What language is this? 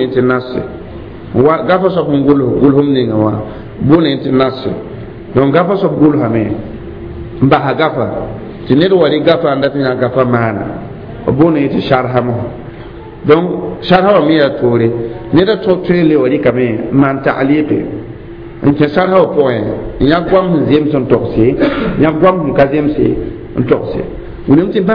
Mossi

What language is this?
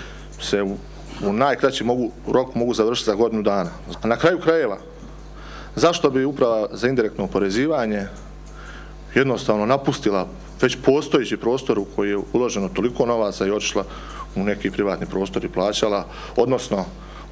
Bosnian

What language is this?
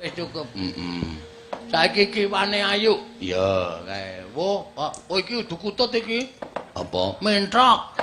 Javanese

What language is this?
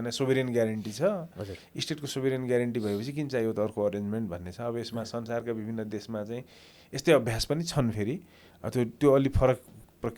Nepali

